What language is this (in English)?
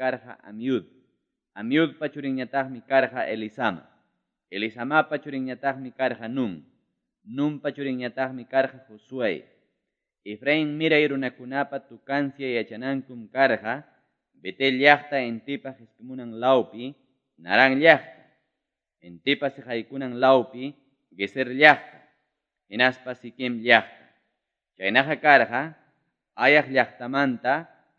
Ayacucho Quechua